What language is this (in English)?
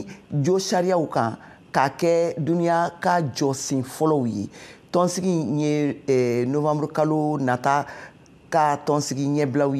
Bambara